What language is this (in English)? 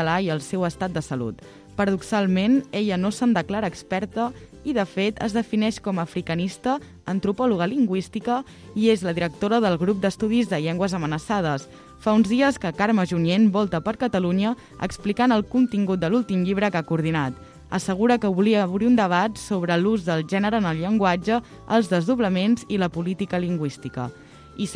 Catalan